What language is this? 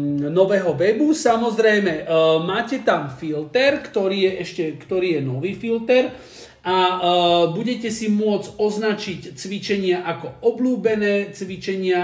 Slovak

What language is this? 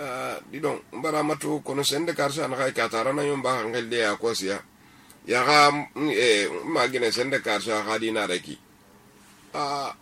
Susu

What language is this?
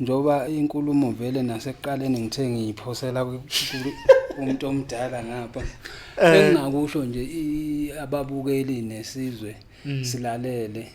Zulu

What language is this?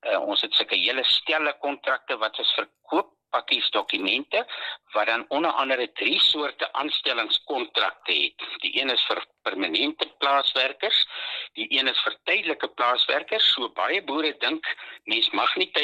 Afrikaans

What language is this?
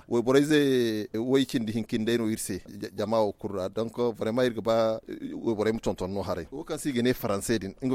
Zarma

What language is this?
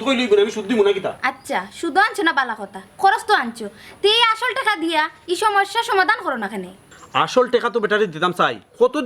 Sylheti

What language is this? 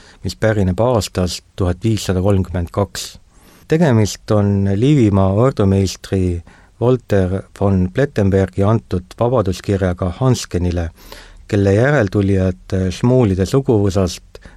Estonian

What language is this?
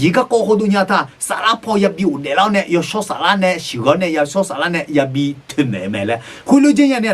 Akha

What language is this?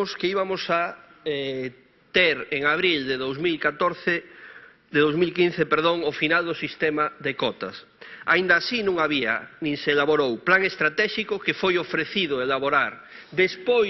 Galician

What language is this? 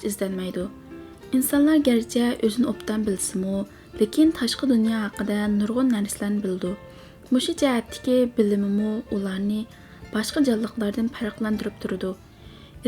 Uyghur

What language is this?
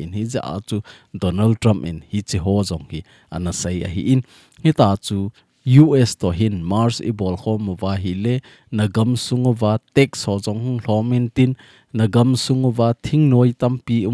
Thado Chin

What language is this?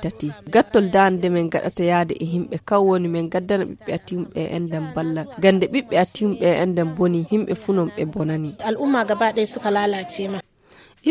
Nigerian Fulfulde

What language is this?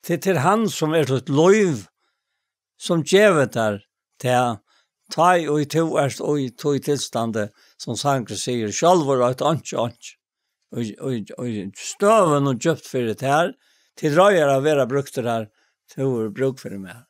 Faroese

